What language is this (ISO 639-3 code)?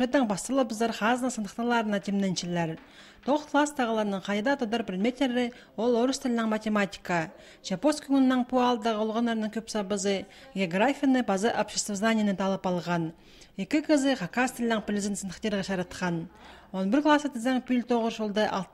kjh